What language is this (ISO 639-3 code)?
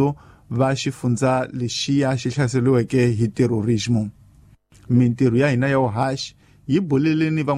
tso